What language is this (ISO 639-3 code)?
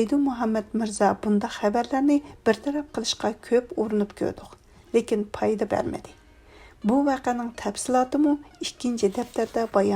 uig